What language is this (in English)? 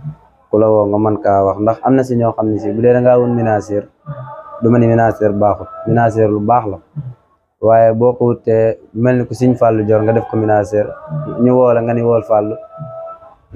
Wolof